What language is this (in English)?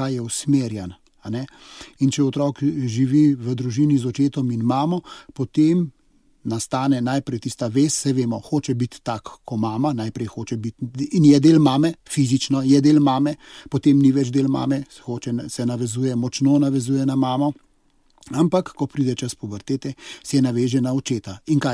Slovenian